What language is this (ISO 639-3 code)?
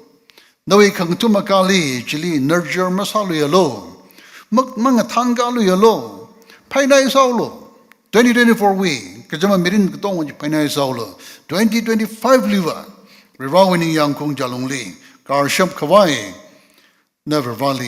nmf